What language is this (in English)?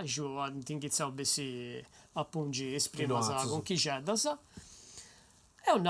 Sardinian